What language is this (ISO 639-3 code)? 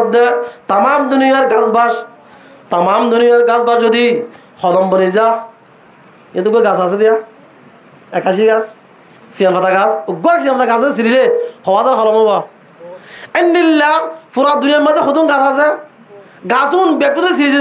rhg